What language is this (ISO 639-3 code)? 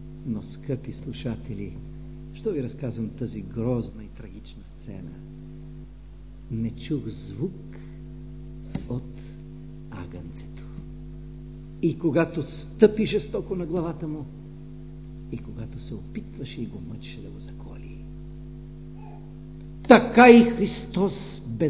bul